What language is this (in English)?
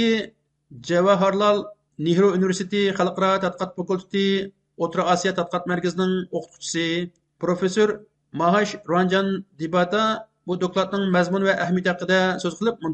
Uyghur